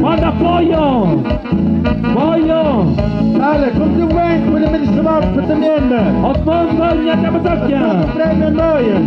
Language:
Tlahuitoltepec Mixe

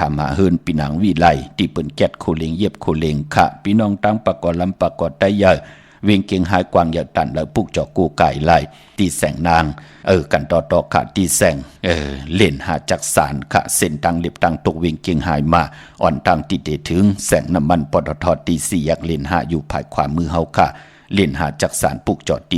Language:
Shan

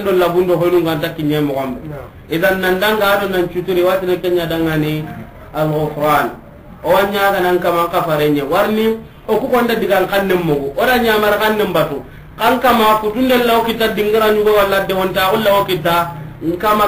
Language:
Soninke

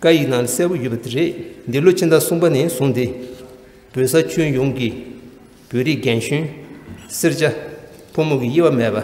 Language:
Tibetan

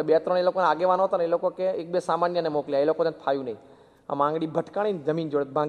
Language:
Gujarati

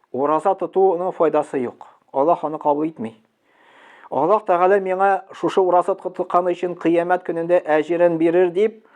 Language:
Tatar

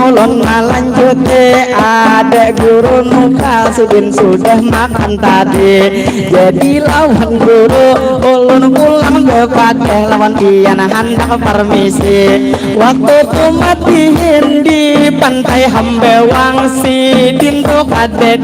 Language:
Banjar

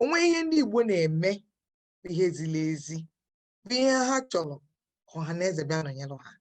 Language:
Igbo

